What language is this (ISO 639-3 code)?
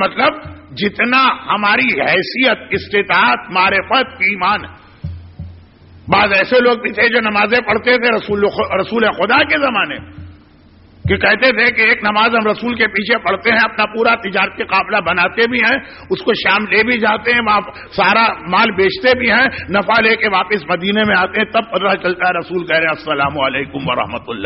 urd